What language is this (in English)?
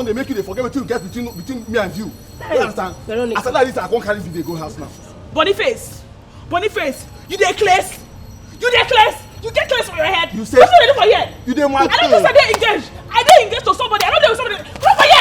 Nigerian Pidgin